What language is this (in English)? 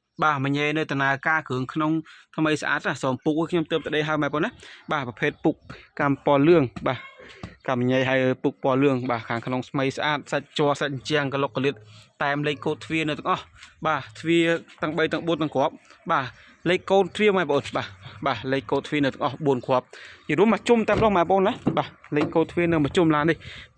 Khmer